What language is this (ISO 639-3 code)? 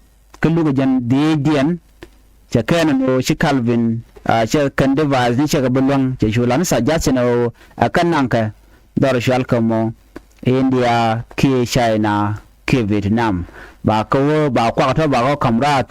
nus